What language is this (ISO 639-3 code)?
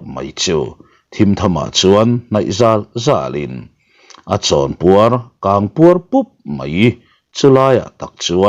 lus